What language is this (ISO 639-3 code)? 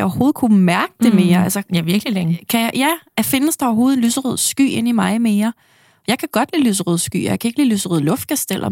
dan